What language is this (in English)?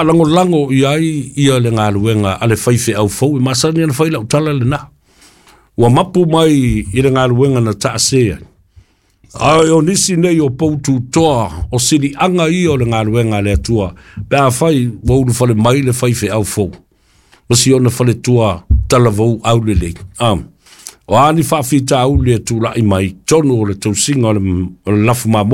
Samoan